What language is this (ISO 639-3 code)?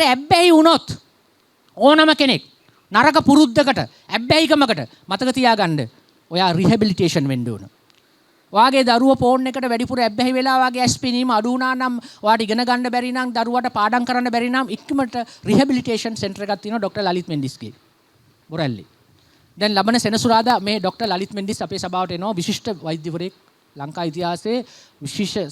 sin